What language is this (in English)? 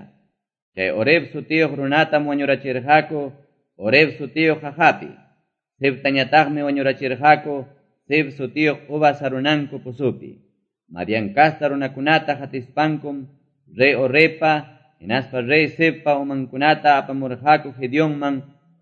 Quechua